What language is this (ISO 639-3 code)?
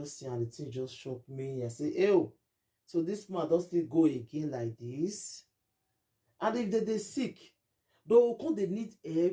pcm